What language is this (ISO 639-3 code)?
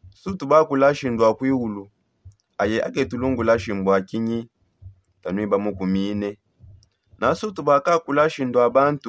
sop